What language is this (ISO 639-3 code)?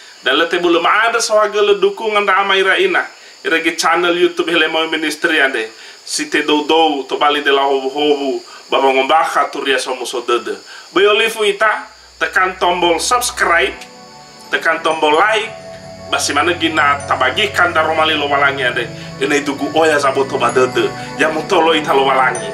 nia